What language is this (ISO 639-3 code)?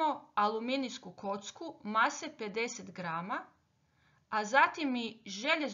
hrv